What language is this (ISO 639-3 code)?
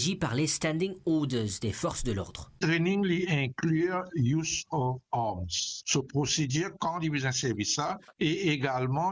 mfe